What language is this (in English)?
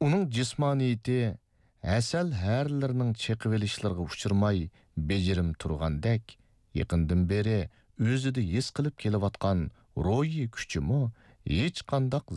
Uyghur